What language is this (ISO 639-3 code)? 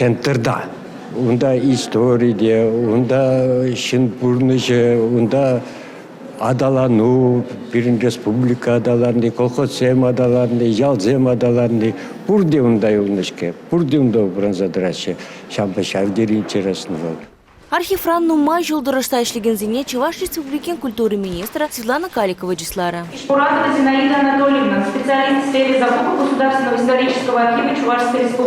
chv